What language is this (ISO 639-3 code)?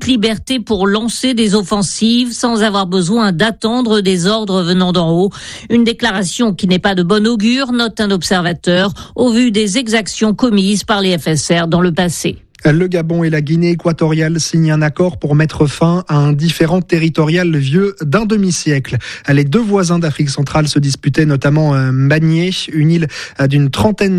fra